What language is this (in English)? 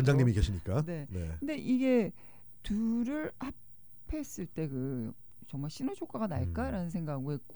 Korean